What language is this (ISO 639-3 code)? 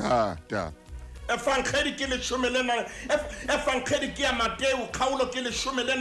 sot